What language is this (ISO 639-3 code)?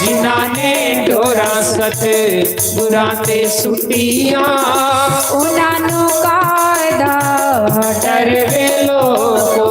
doi